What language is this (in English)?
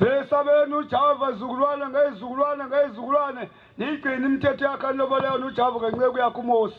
Zulu